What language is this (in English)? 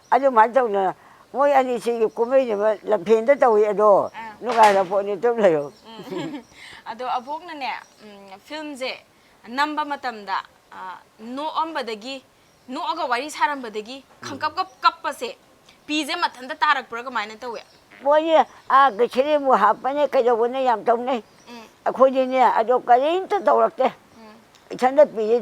Manipuri